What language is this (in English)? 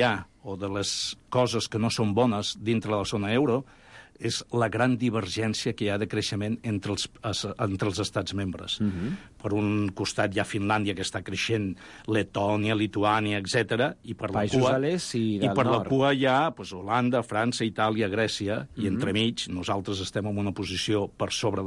Catalan